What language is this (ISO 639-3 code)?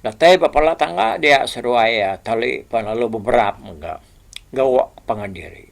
iba